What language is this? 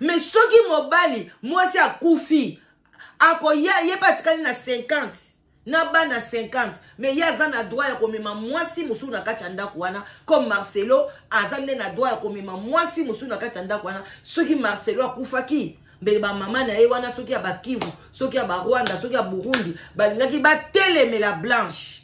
Lingala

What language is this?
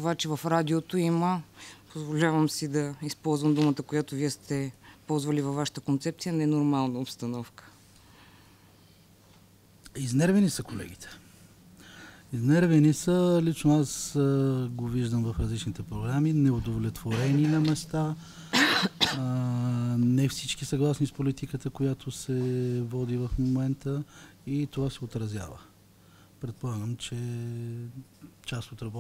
Bulgarian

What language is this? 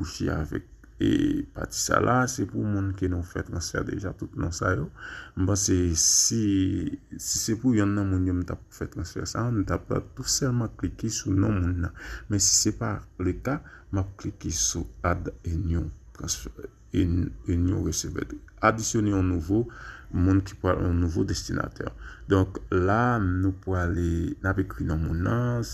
Haitian Creole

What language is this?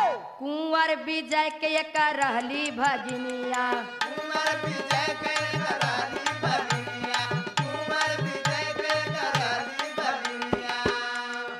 Bhojpuri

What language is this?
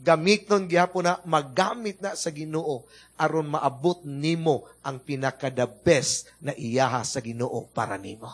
Cebuano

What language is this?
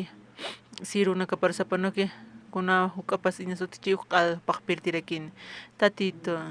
Aymara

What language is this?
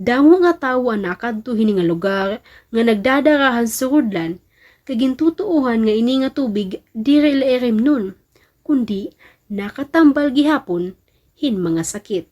Waray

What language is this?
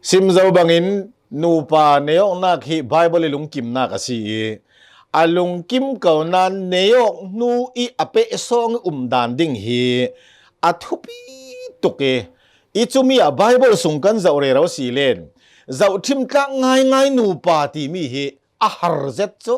Hakha Chin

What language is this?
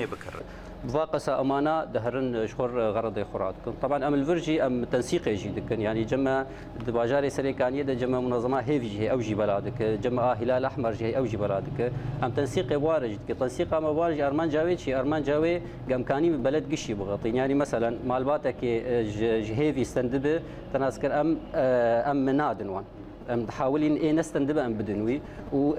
Kurdish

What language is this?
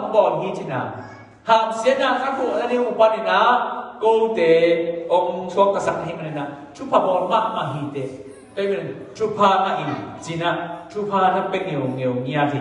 Tedim Chin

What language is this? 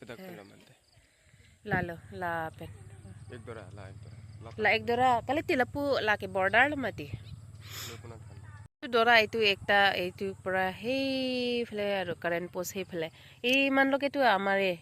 Karbi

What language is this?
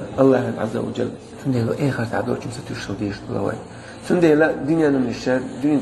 Chechen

